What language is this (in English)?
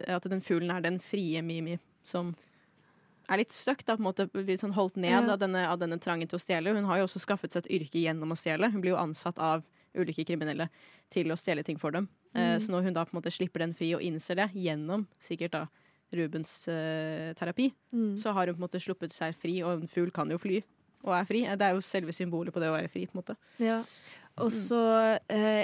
Norwegian